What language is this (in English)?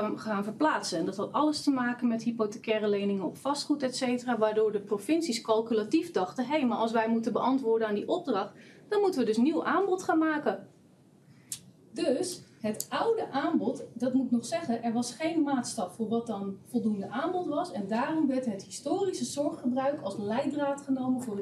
Dutch